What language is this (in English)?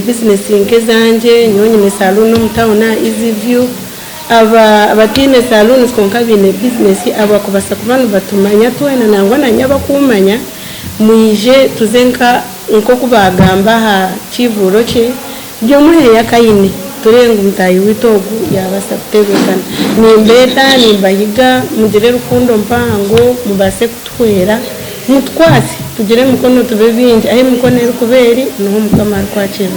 Nyankole